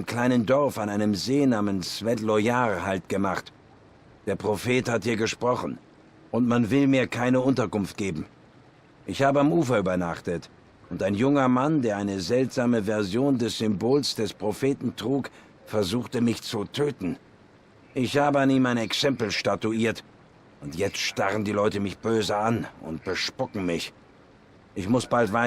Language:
Swiss German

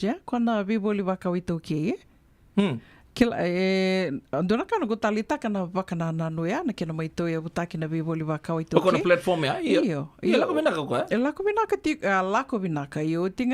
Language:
Fijian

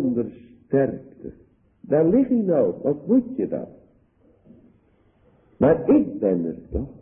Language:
Dutch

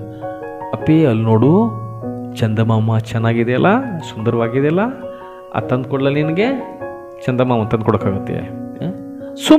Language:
Kannada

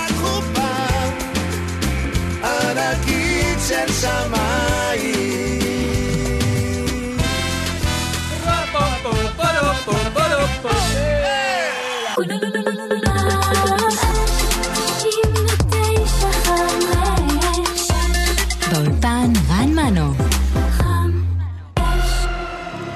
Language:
Hebrew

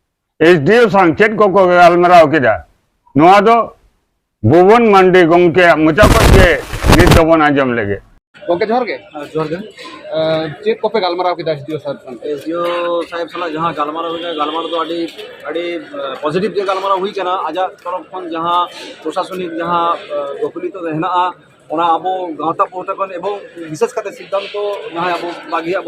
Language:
Santali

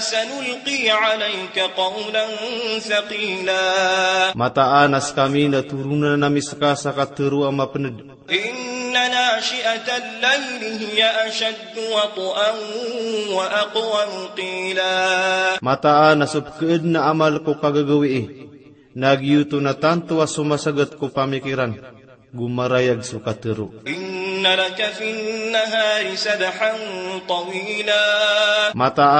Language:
Maranao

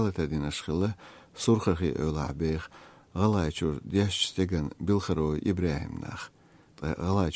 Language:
Chechen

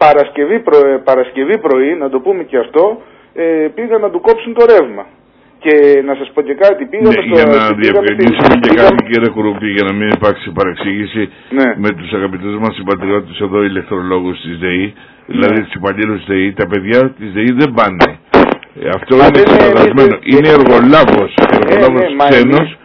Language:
Greek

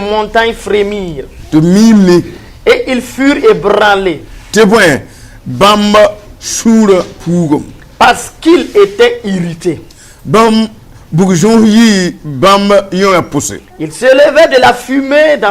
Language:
Mossi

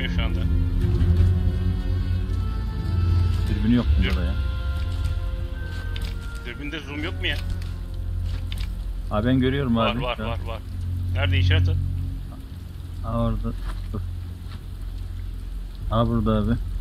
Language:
Turkish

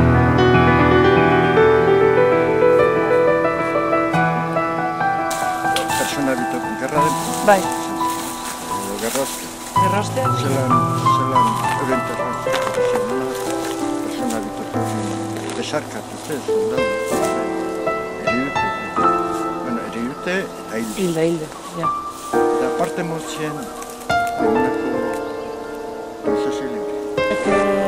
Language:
Basque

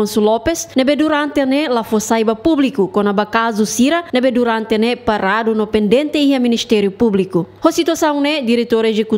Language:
Tetum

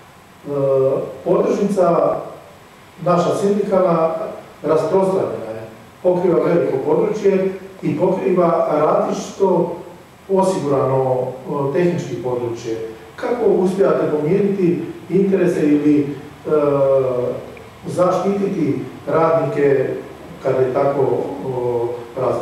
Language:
Croatian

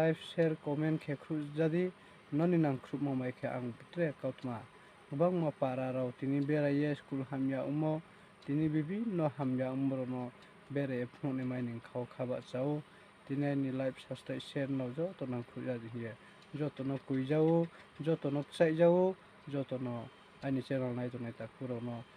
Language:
Riang (India)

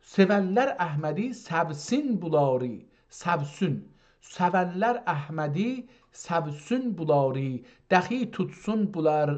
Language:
South Azerbaijani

